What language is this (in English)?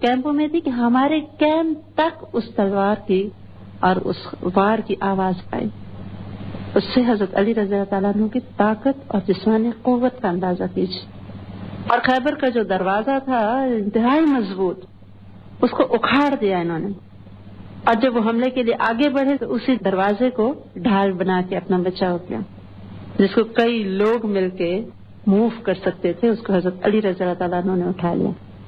Urdu